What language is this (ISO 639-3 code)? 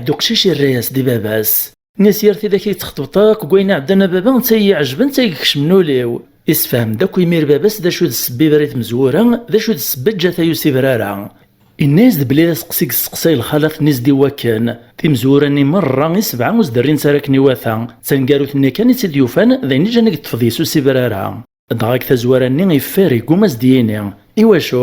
kab